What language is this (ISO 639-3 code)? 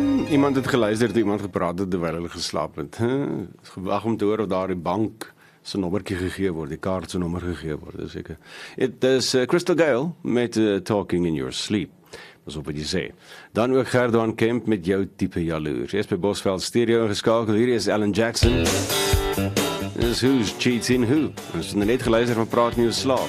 afr